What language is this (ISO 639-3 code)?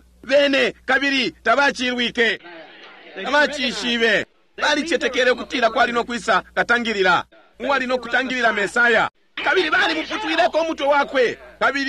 bem